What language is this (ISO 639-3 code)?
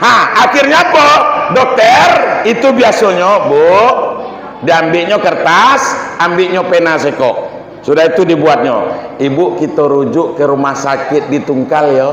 min